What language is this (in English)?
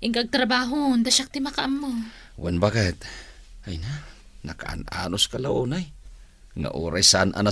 Iloko